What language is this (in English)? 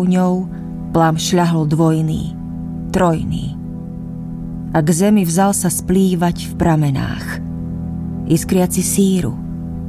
Slovak